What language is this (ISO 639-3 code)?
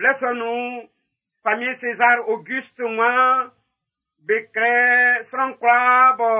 bci